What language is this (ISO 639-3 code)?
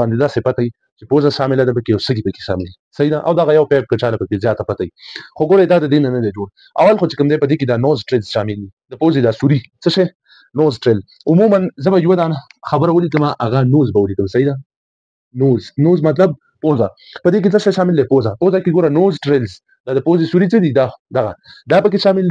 pus